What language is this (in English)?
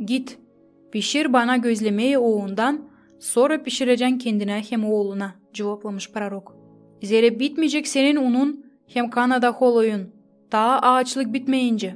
Gagauz